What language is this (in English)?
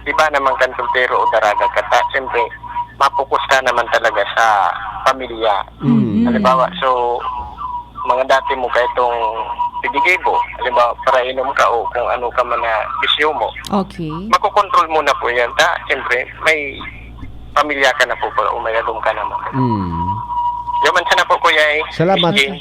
Bikol